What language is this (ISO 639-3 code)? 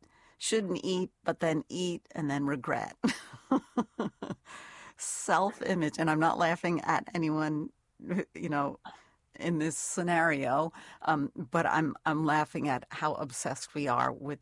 eng